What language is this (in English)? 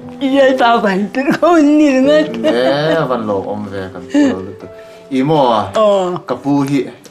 Mizo